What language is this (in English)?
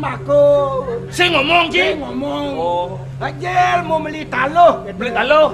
Balinese